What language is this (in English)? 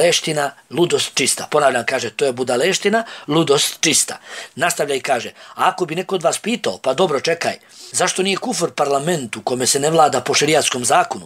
Bosnian